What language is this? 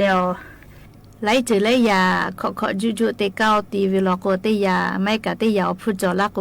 Lahu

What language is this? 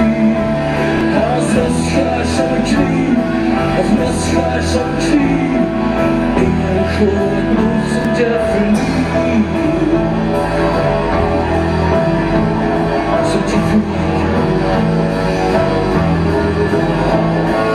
Swedish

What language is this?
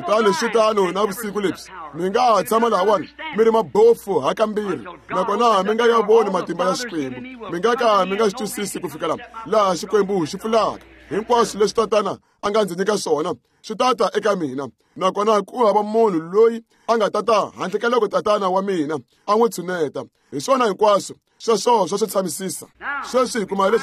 Tsonga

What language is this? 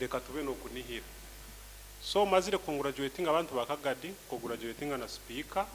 Nyoro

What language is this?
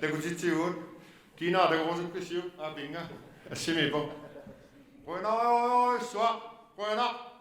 Kalaallisut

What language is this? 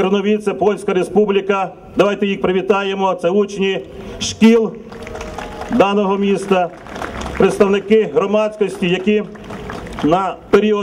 Ukrainian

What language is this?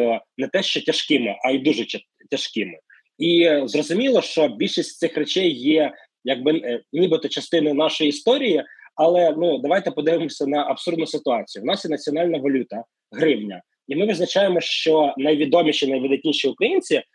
Ukrainian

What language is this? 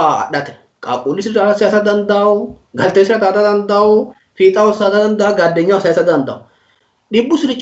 Sidamo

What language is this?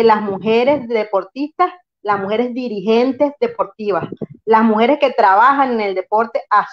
Spanish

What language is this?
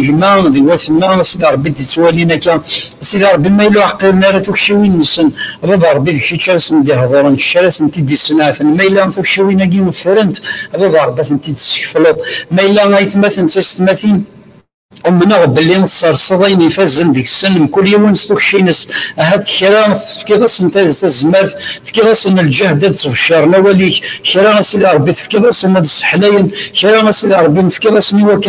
Kabyle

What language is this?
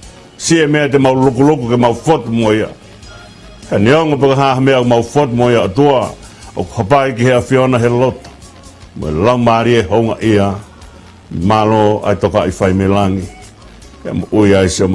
Tongan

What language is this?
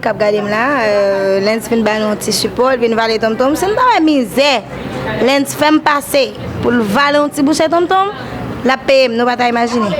Haitian Creole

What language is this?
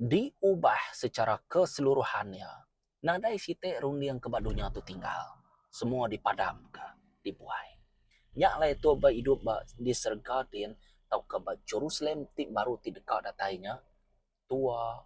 Iban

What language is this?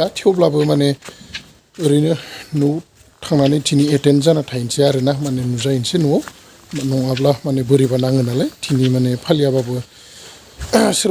Bodo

